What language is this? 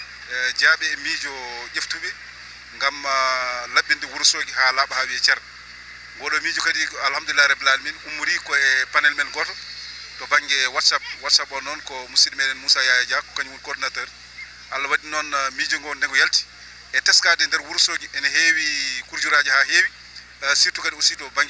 Fula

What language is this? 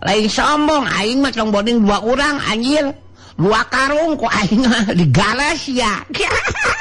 Sundanese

